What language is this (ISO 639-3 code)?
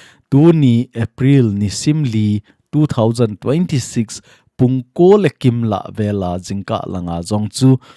tcz